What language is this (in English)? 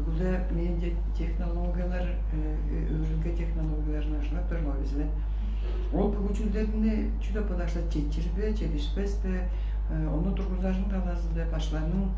Tuvinian